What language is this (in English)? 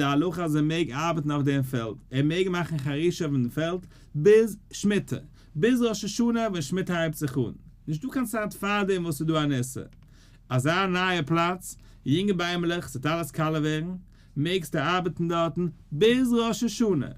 Yiddish